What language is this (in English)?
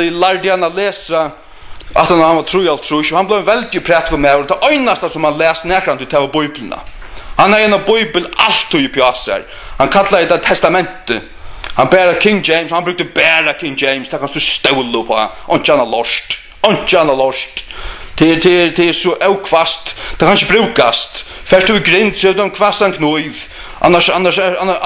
Faroese